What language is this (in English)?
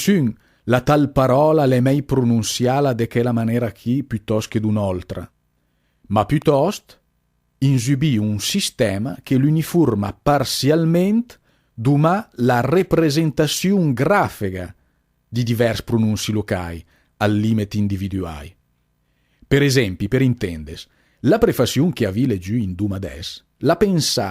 Lombard